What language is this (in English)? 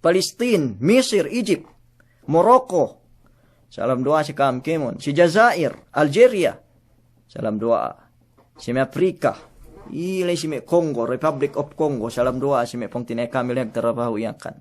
Yakan